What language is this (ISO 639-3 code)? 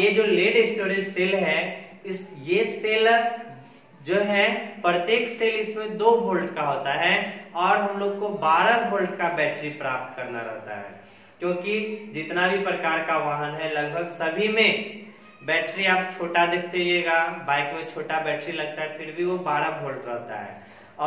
hin